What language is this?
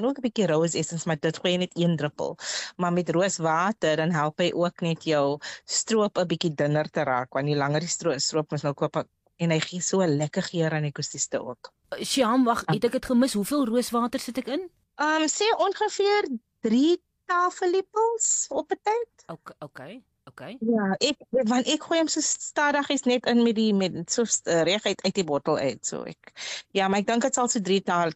Afrikaans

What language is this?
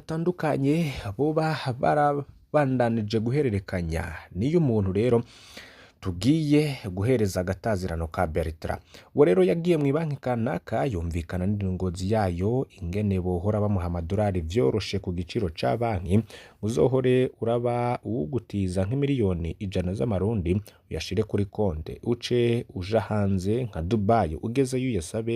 Rundi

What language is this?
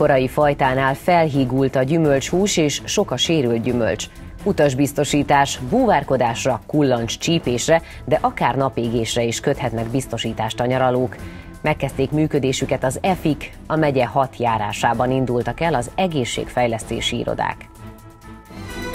Hungarian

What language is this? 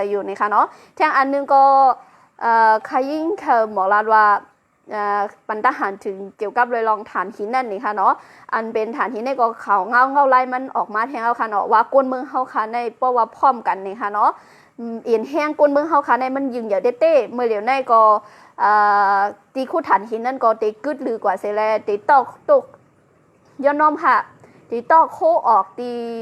Shan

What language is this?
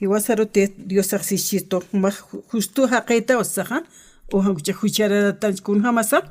Aymara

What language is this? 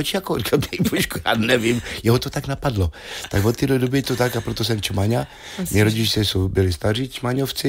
Czech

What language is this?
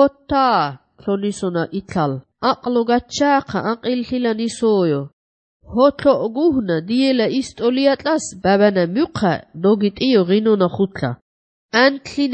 Georgian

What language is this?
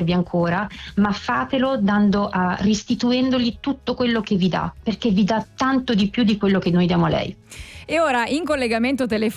Italian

